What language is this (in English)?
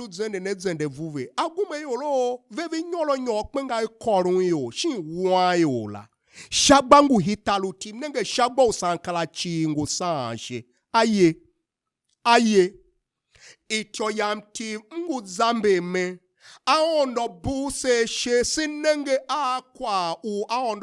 Tiv